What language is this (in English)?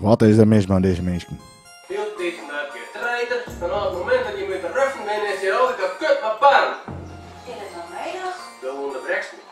Western Frisian